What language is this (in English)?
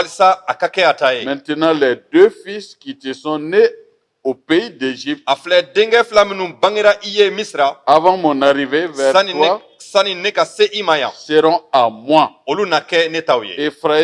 Bambara